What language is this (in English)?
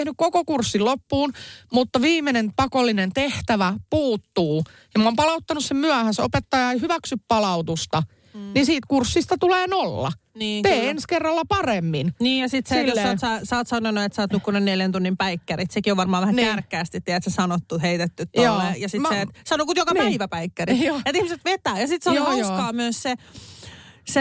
Finnish